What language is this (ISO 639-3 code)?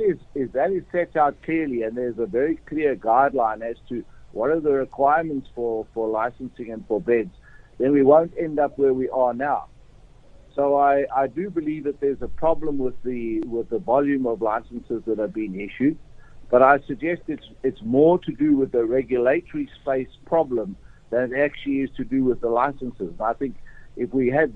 eng